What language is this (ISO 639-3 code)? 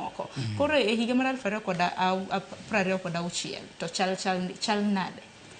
luo